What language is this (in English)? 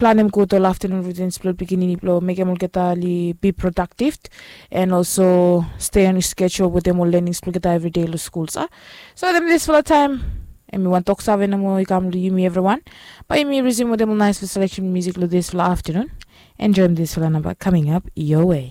Bislama